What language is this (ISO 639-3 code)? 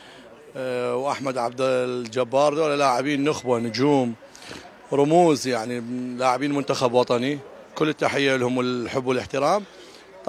acm